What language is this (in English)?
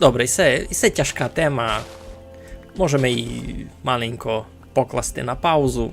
Rusyn